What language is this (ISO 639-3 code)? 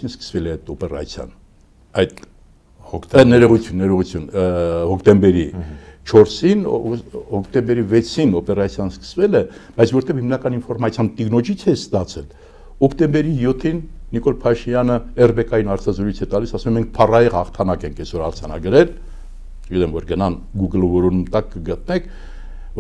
hye